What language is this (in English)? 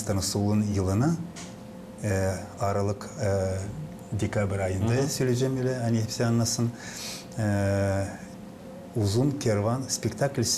Gagauz